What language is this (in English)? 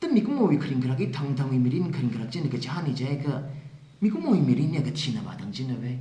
Tangkhul Naga (India)